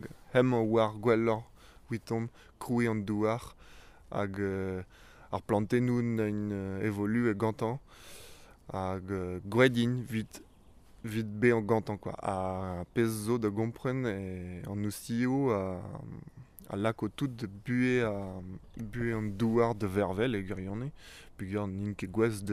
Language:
Breton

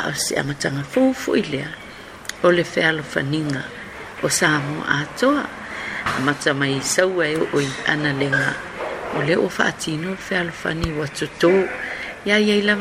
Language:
Samoan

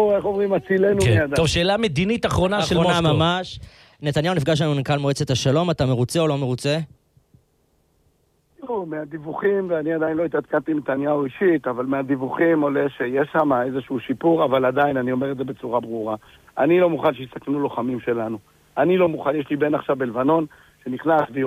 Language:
Hebrew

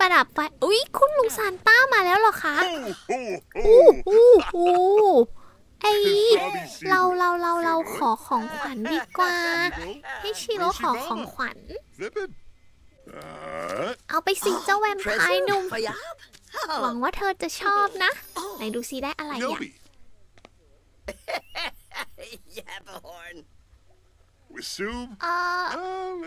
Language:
Thai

